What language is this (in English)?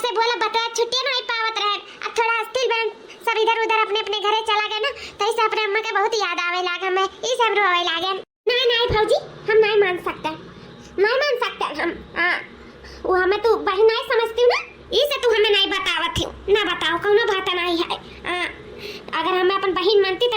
Awadhi